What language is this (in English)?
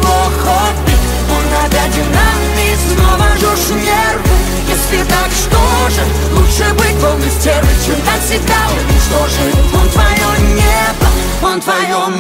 Russian